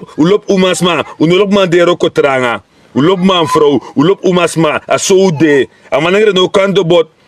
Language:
Sranan Tongo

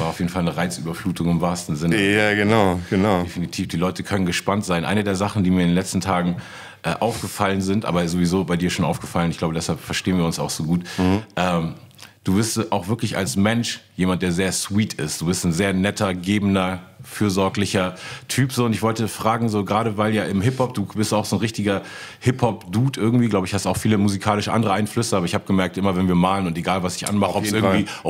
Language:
German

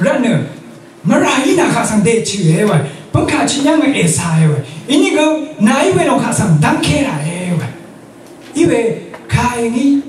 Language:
Rawang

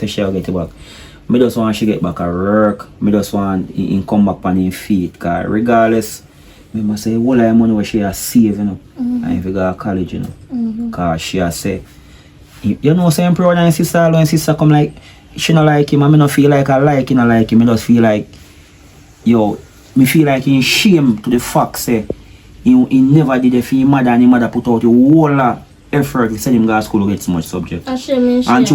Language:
Jamaican Creole English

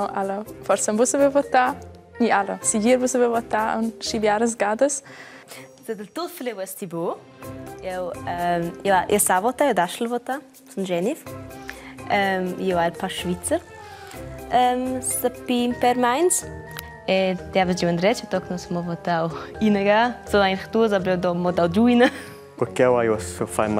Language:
Romansh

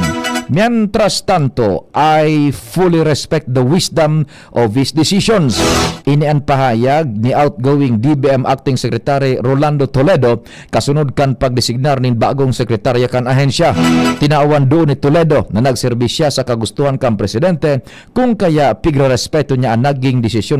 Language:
Bikol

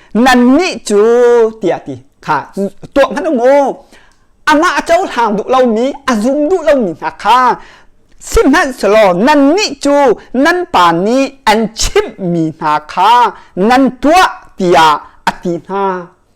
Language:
Hakha Chin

